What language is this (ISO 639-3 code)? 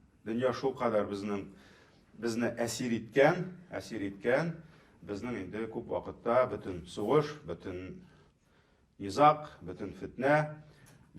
tat